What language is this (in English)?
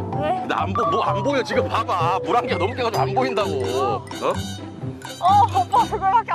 Korean